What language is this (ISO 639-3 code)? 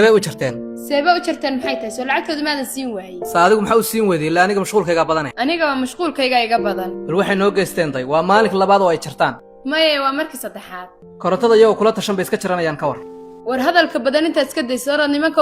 som